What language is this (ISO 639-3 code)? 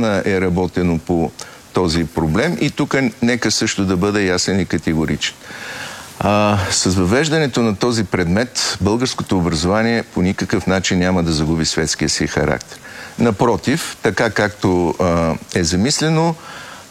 bul